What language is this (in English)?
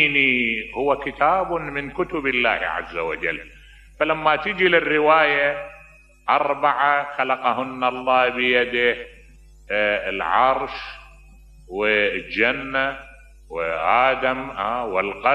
Mesopotamian Arabic